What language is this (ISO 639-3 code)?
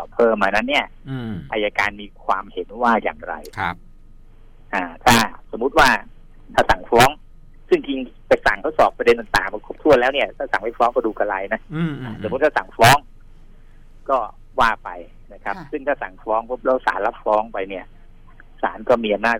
tha